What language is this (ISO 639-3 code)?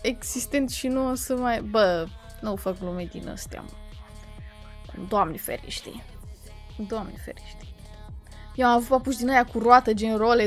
ron